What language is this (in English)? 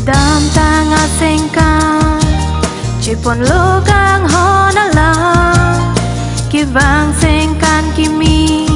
Karbi